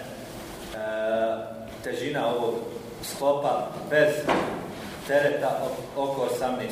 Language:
Bosnian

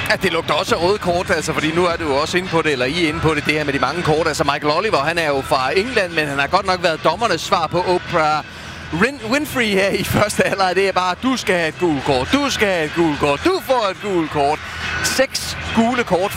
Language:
Danish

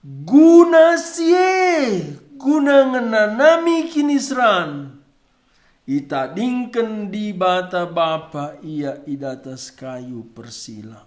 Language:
Batak Karo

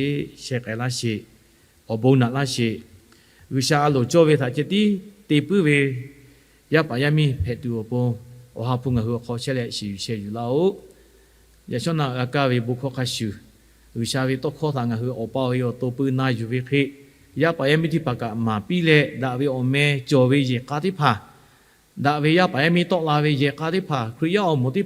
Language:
Lahu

